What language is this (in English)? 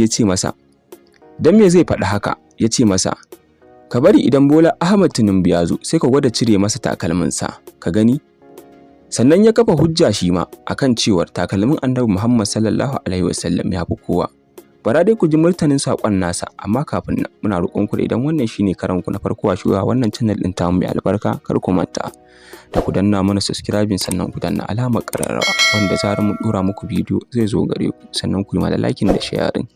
Hausa